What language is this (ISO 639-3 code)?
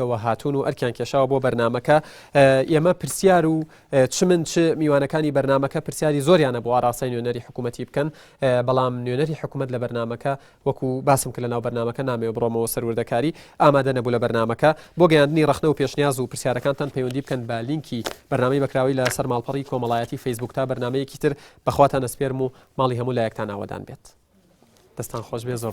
ckb